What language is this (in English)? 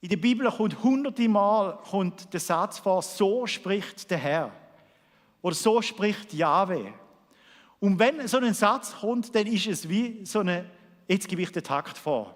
Swiss German